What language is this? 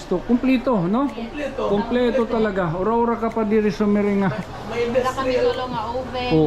Waray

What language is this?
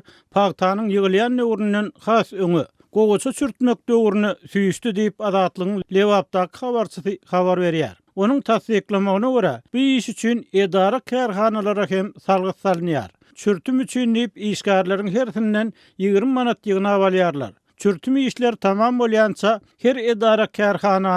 Turkmen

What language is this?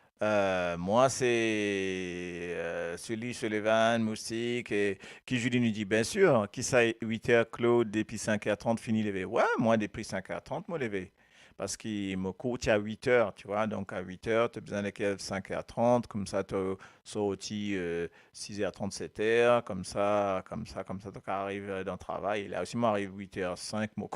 Morisyen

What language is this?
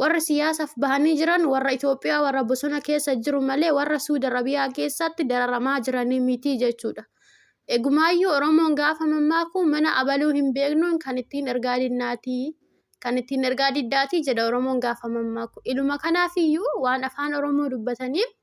Oromo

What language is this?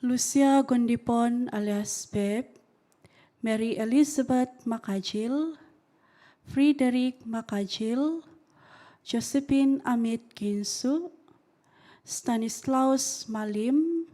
Central Dusun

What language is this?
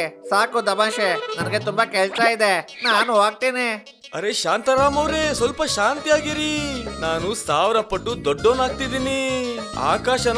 Kannada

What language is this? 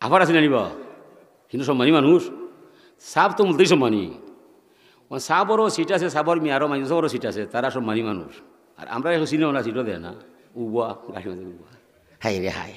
Sylheti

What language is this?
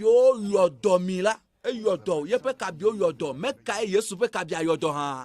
Ewe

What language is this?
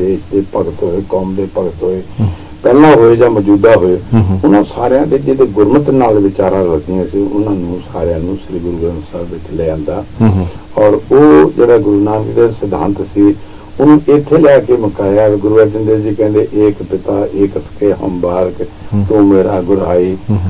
Punjabi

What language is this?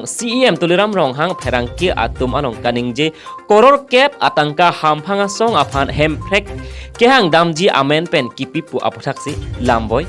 Karbi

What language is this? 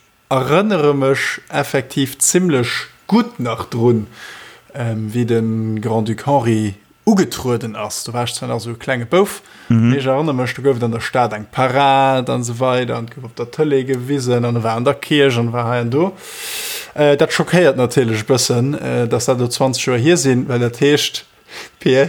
Luxembourgish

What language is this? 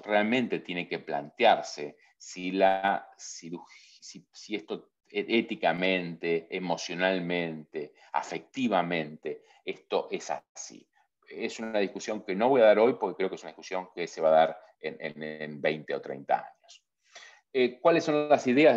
Spanish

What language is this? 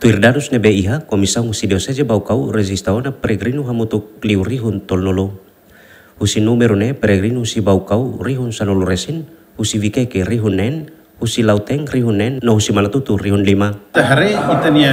Tetum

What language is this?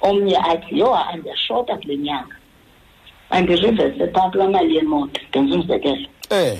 Xhosa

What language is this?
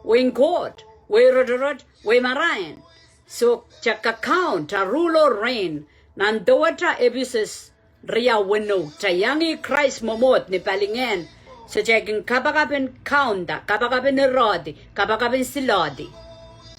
Pohnpeian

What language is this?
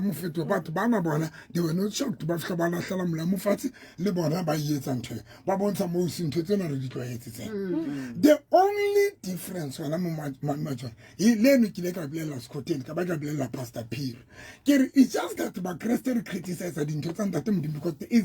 Southern Sotho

